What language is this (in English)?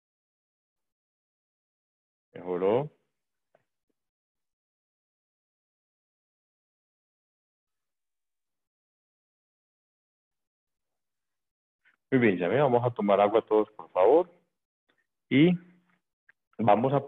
Spanish